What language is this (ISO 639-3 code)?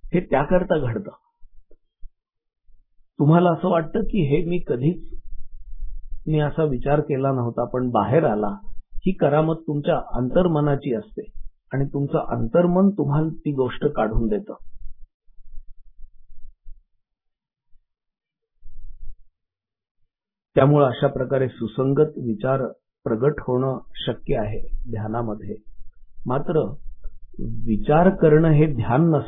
mar